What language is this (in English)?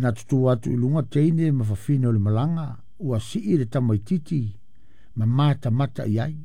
Samoan